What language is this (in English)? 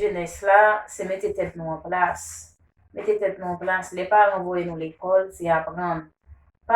Haitian Creole